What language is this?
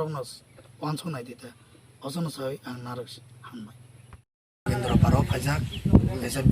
Riang (India)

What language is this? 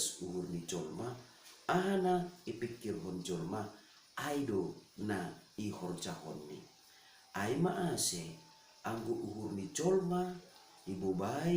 Batak Simalungun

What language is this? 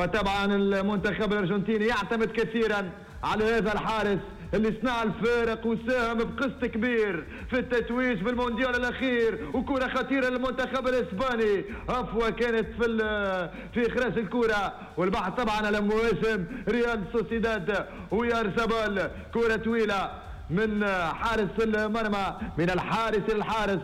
Tunisian Arabic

